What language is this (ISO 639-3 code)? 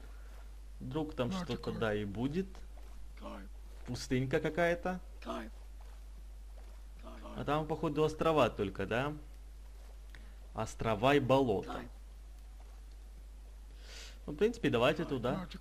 rus